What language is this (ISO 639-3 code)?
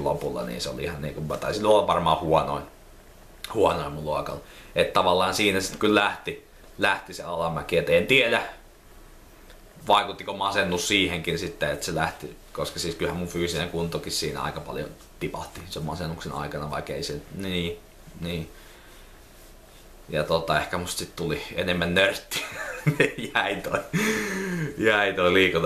fin